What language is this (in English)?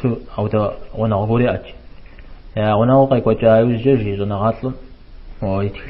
Kabardian